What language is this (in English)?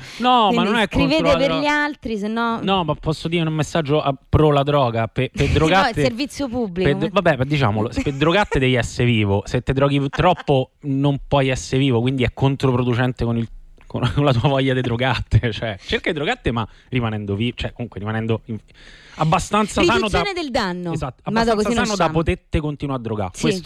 Italian